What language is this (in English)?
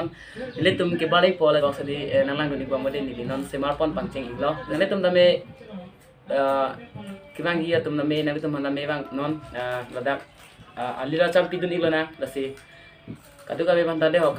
Karbi